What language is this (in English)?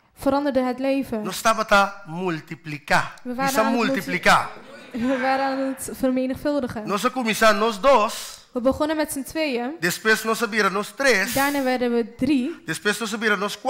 Papiamento